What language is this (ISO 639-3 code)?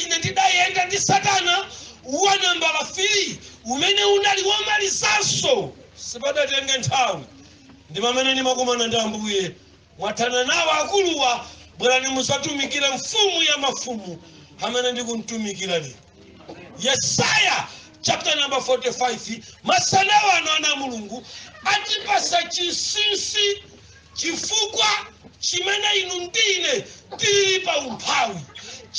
nya